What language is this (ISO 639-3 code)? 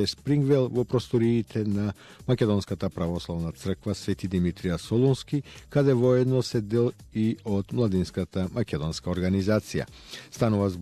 mkd